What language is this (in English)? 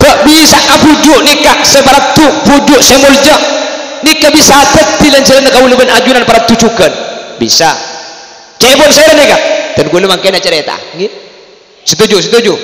Madurese